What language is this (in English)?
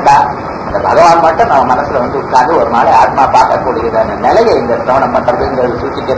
Tamil